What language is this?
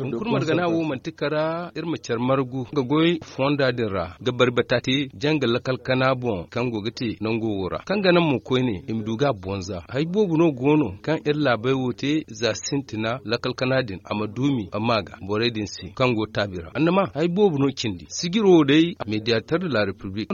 Zarma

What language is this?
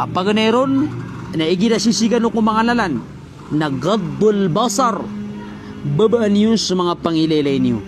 Maranao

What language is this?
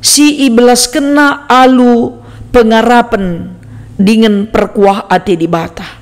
Batak Karo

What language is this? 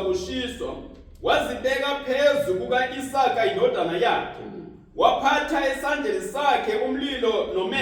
Zulu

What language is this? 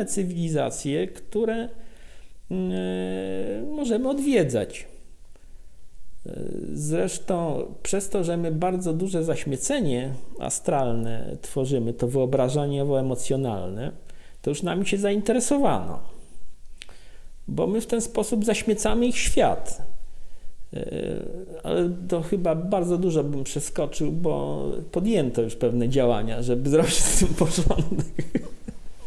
Polish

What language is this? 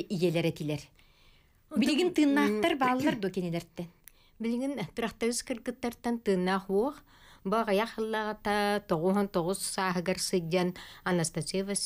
Yakut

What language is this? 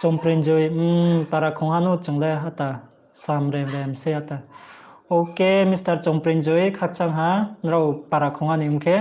Riang (India)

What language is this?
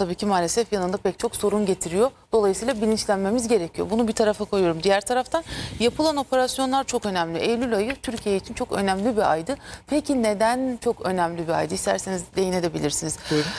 Turkish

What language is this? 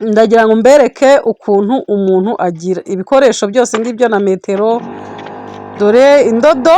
Kinyarwanda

